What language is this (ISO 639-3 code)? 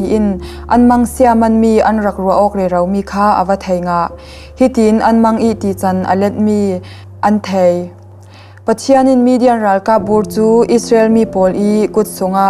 cfm